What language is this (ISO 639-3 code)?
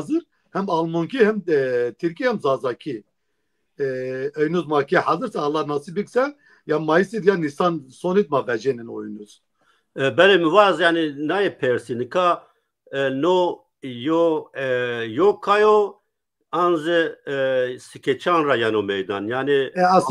zza